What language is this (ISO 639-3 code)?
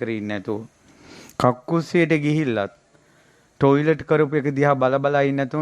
sin